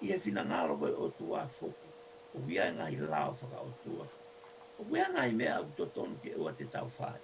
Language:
Tongan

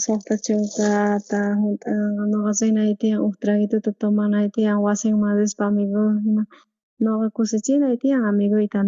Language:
South Bolivian Quechua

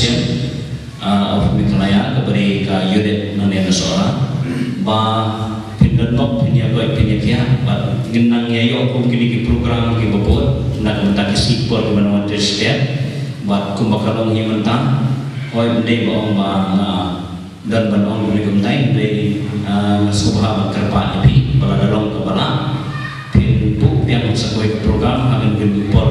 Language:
Khasi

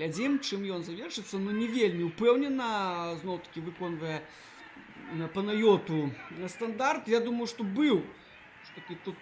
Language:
Belarusian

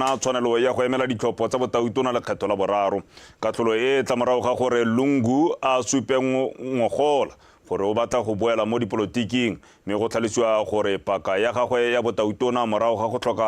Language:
Tswana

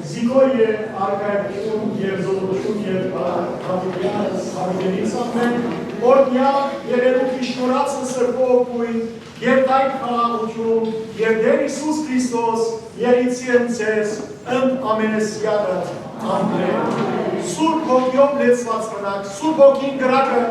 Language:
Western Armenian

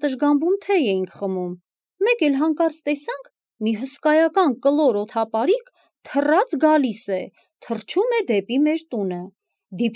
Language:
Armenian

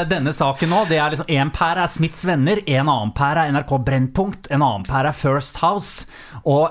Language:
Norwegian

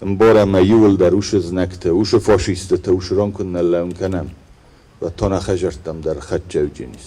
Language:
Ossetic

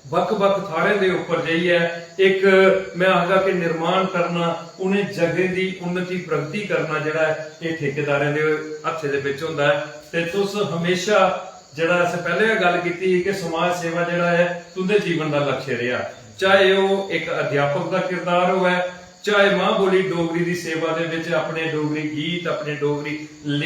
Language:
Dogri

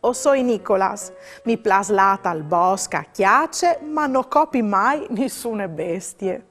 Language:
Friulian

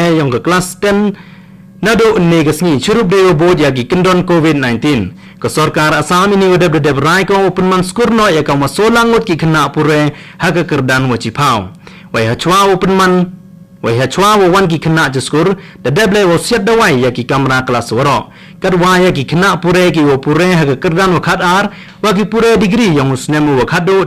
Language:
Khasi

